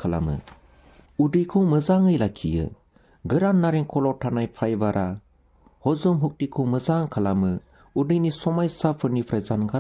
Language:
Bodo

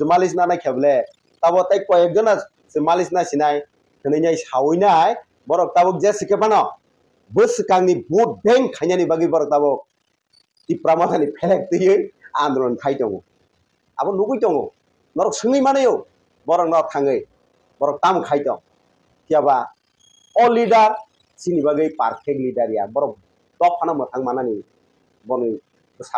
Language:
Kok Borok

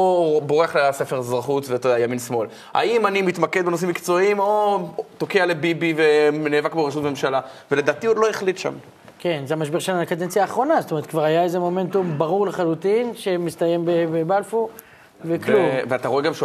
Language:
Hebrew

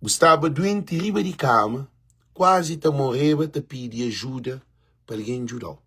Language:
Kabuverdianu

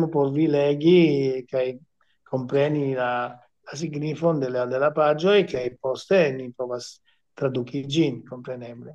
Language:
Esperanto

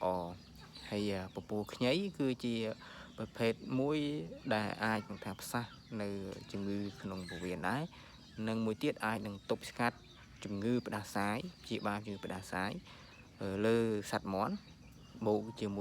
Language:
Khmer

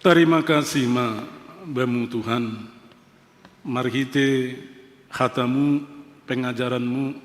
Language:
Batak Simalungun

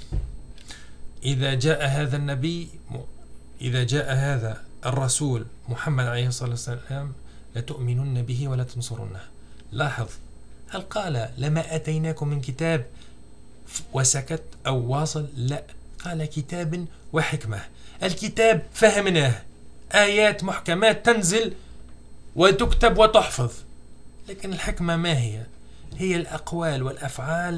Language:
Arabic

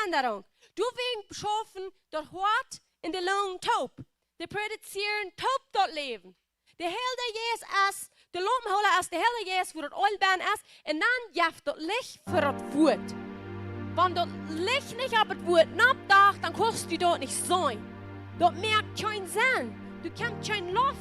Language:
Plautdietsch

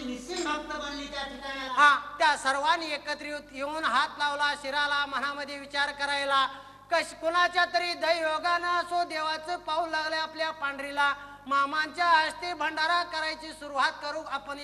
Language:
Marathi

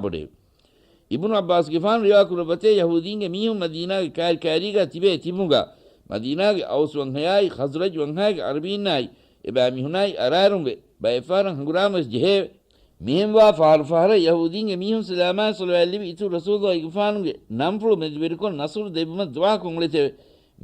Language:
Divehi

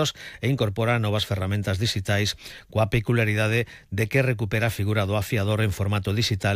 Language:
Galician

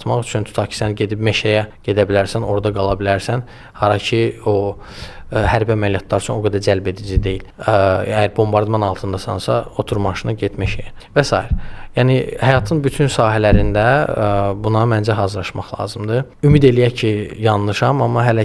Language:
Azerbaijani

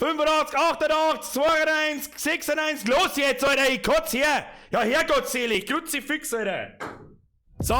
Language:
Bavarian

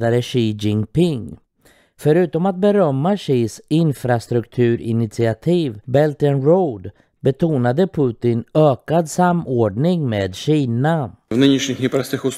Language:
Swedish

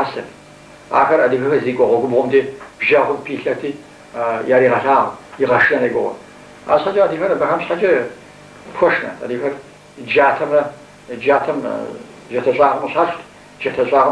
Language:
Kabardian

